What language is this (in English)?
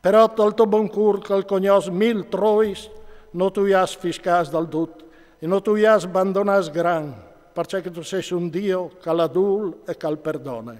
Friulian